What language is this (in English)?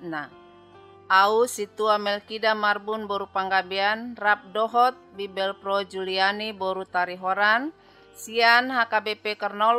Batak Toba